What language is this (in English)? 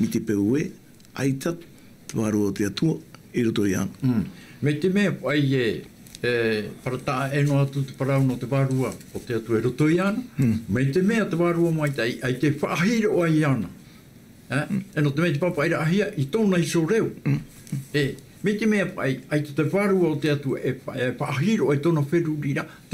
Tahitian